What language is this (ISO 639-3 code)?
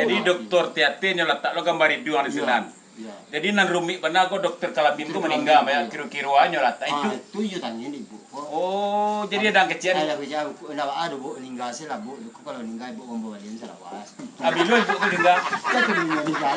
min